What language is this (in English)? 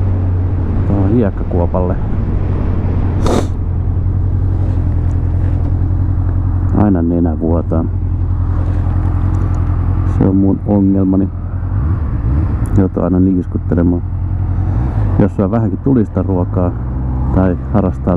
Finnish